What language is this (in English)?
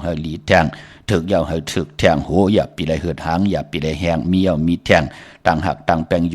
Shan